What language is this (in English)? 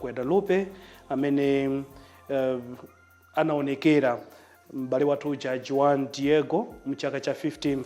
Nyanja